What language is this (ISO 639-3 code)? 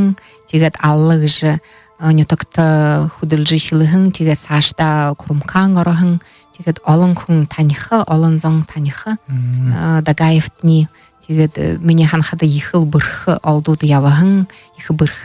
bua